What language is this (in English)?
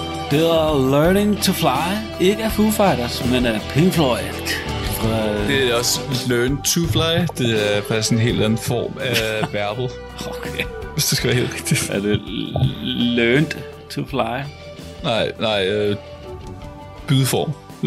Danish